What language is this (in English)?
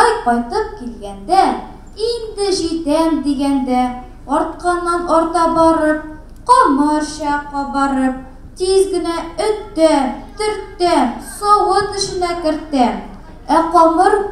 Tatar